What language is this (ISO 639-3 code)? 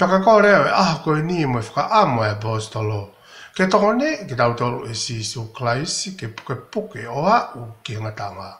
ton